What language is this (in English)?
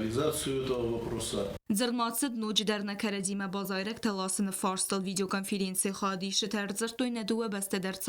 Ossetic